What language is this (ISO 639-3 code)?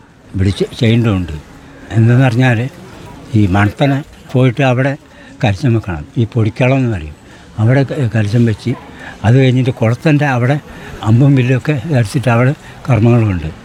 mal